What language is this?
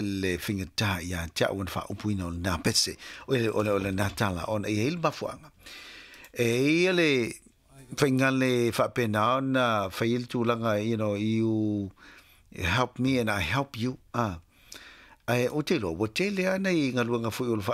Samoan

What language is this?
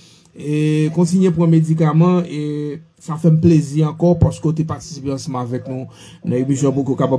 Haitian Creole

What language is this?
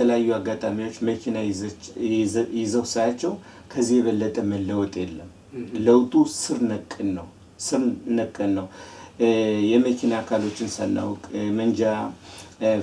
Amharic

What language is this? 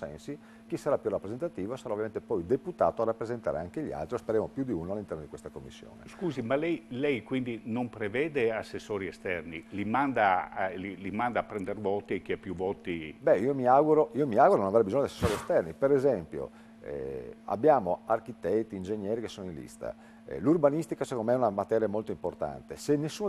Italian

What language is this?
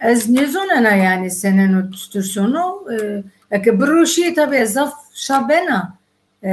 Zaza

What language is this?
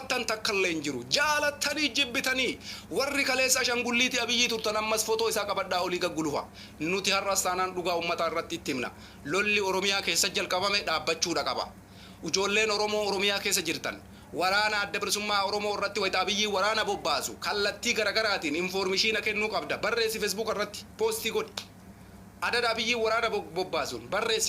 Oromo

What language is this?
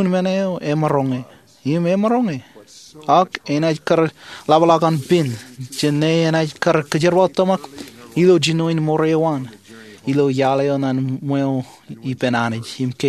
Marshallese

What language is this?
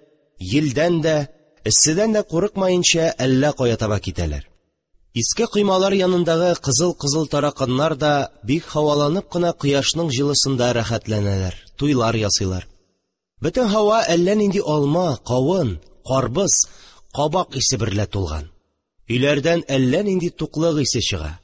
Tatar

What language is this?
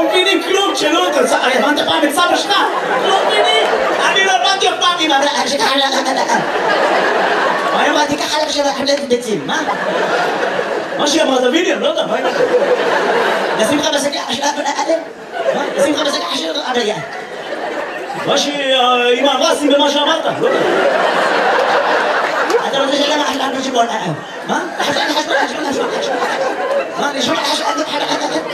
Hebrew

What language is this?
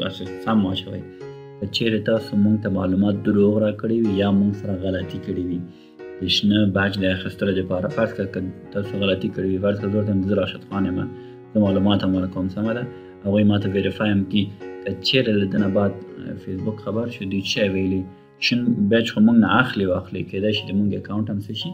Pashto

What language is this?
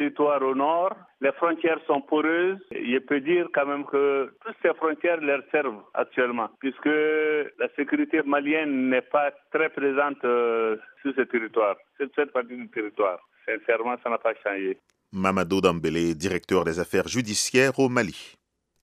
French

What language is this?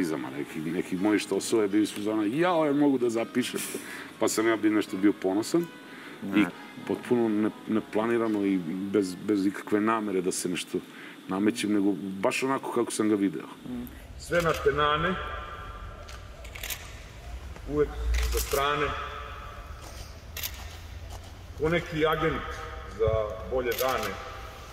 Serbian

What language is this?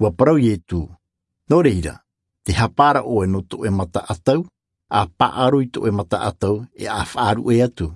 Tahitian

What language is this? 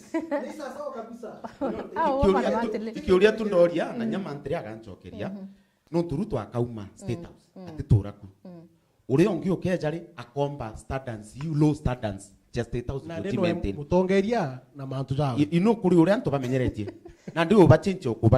Meru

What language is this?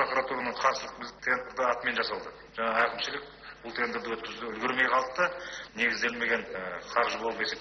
Kazakh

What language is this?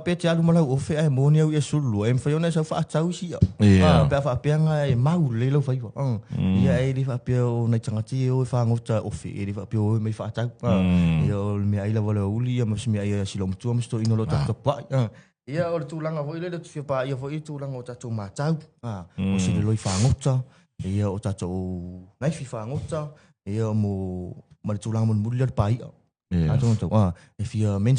Samoan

